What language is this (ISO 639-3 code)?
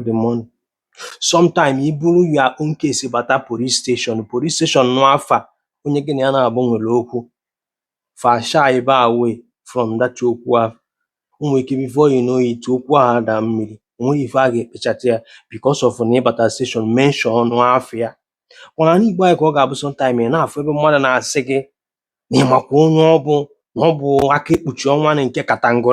ibo